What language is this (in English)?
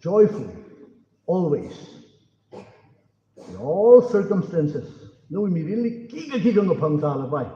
Tangkhul Naga (India)